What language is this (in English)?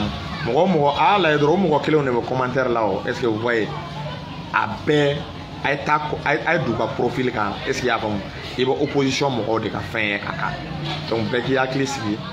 Bambara